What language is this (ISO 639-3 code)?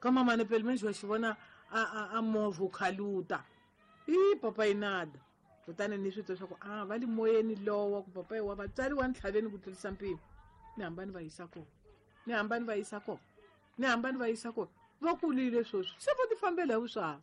tso